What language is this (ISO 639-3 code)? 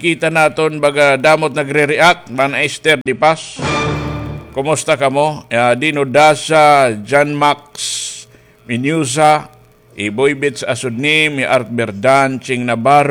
war